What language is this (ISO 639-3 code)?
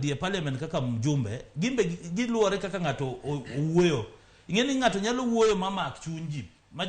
luo